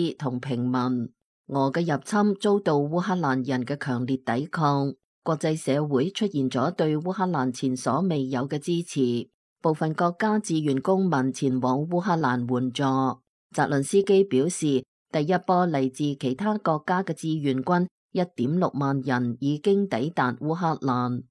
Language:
Cantonese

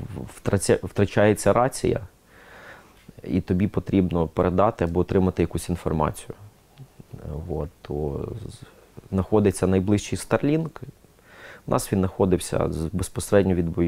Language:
Ukrainian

